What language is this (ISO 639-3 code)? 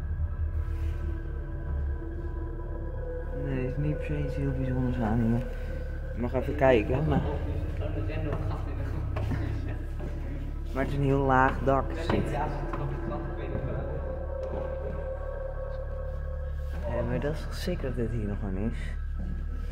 nld